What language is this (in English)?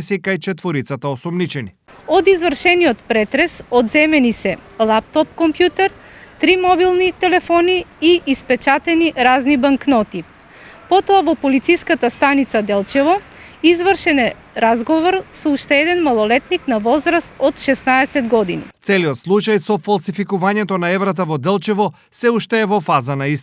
Macedonian